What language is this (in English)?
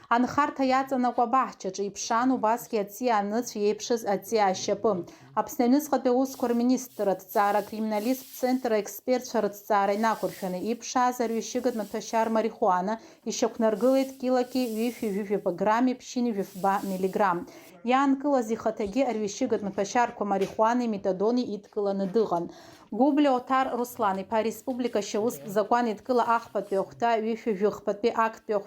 Abkhazian